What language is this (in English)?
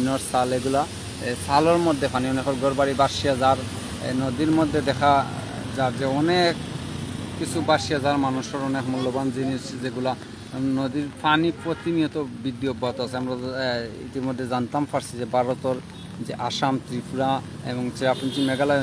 Sylheti